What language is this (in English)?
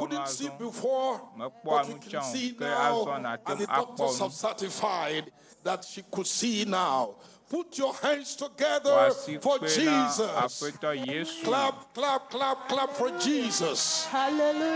Ewe